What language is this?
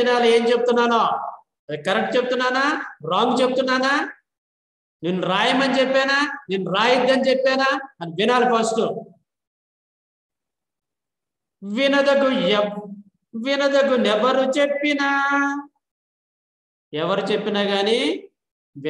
Telugu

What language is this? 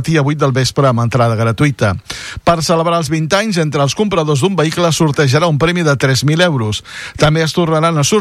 Catalan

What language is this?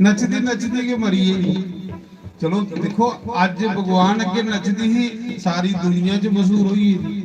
Dogri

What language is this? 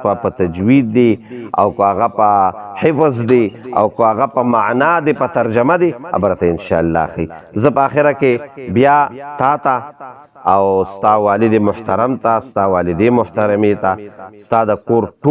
Pashto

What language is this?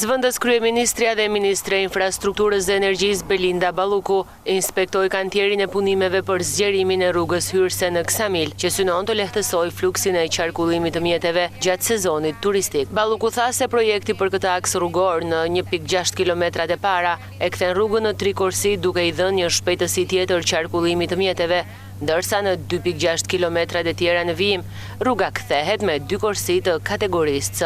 Albanian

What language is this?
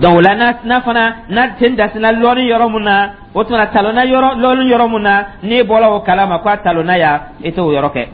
Dyula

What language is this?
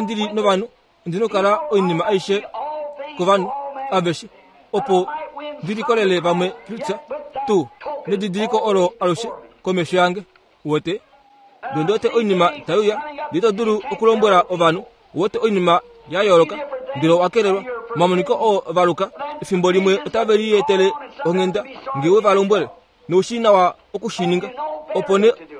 Kuanyama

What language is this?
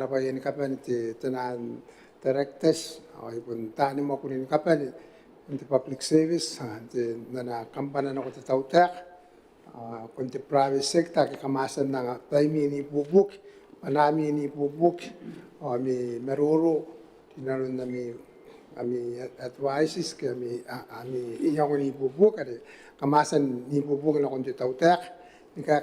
Gilbertese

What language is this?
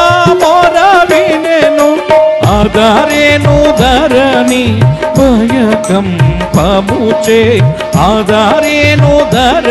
Telugu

